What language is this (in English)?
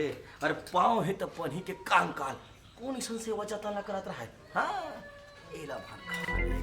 Chhattisgarhi